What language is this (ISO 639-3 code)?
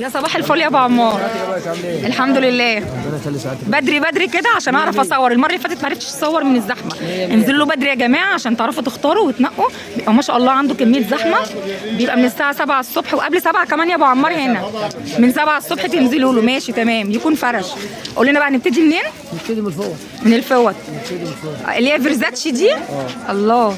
arz